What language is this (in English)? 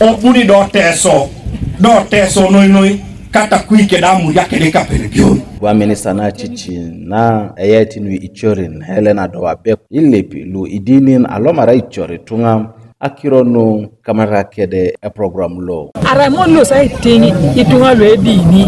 Teso